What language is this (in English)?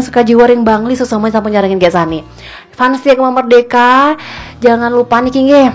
Balinese